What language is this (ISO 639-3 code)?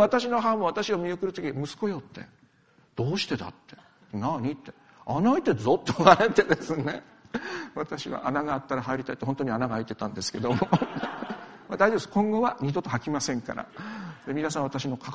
jpn